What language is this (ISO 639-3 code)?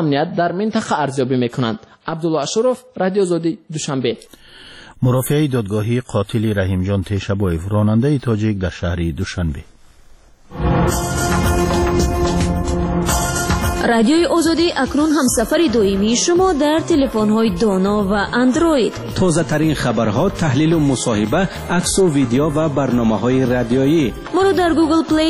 fas